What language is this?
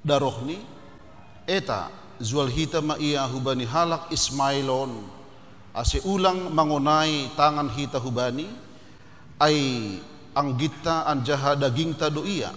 Batak Simalungun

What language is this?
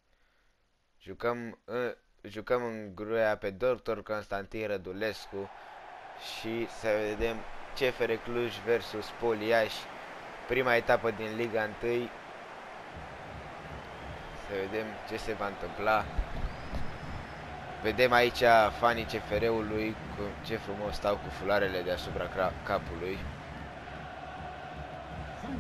Romanian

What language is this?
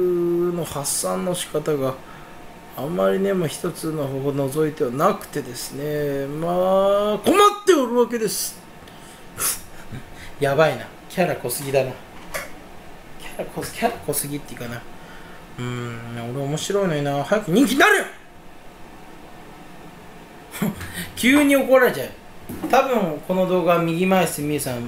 Japanese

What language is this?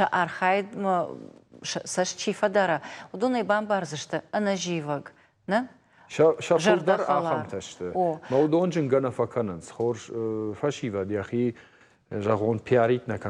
Ossetic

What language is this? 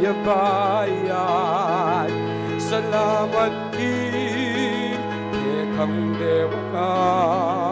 Pampanga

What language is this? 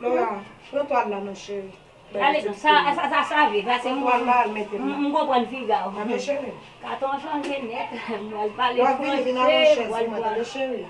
Haitian Creole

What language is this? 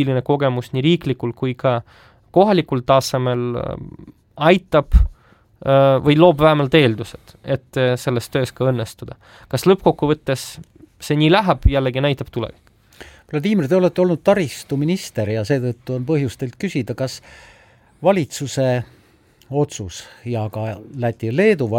Estonian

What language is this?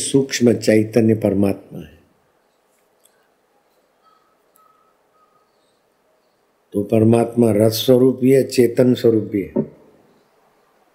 Hindi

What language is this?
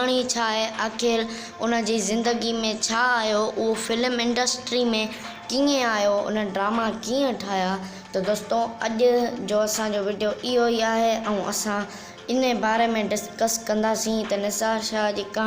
Sindhi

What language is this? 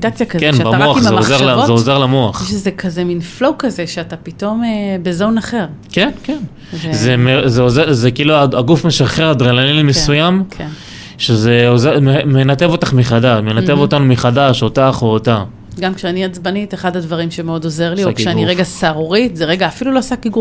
Hebrew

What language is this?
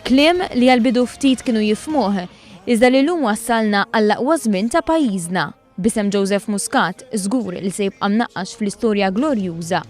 Maltese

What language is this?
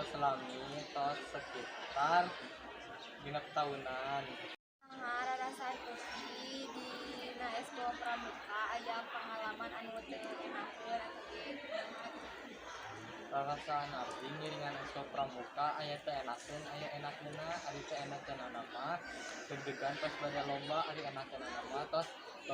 Sundanese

